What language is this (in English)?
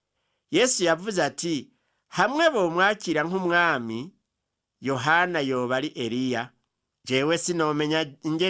Rundi